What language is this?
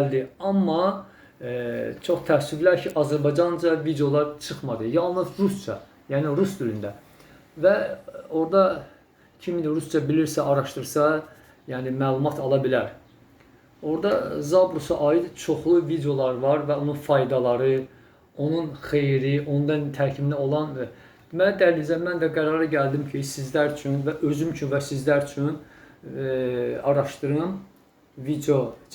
Azerbaijani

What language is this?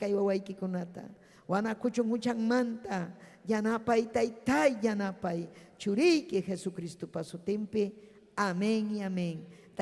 Ayacucho Quechua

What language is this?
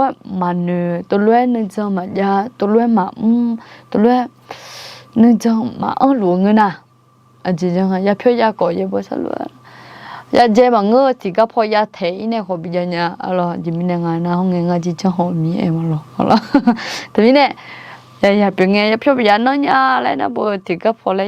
Akha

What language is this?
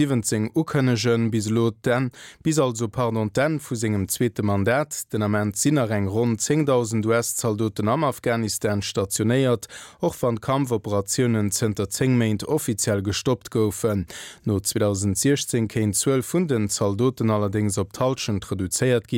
Luxembourgish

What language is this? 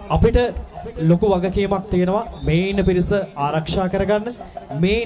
Sinhala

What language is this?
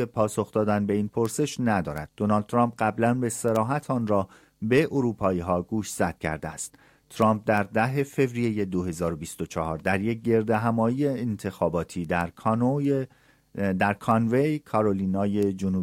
Persian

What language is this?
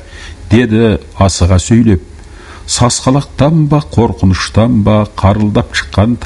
Kazakh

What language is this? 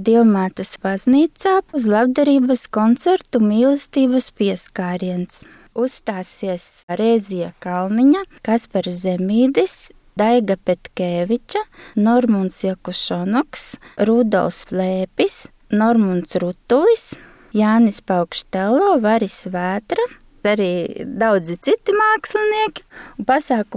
Latvian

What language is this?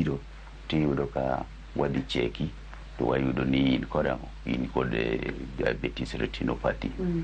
Luo (Kenya and Tanzania)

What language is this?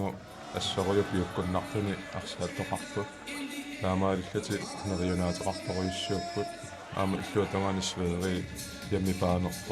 Kalaallisut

